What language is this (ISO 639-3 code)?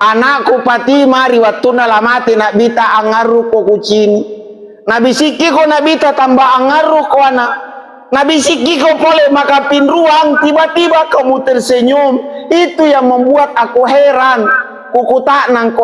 mak